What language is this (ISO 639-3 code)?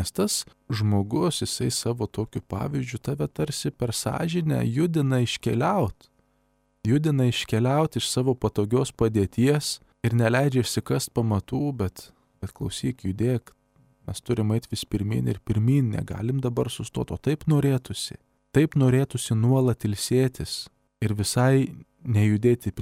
lit